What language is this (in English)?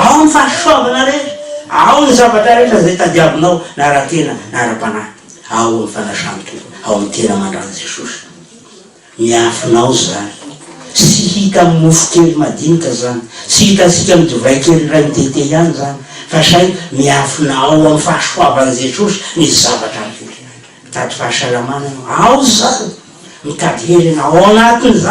Malagasy